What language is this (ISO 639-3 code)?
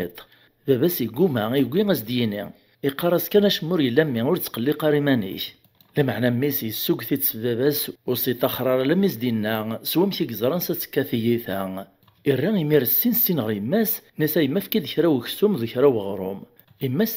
kab